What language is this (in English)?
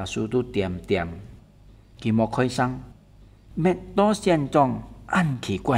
Hakka Chinese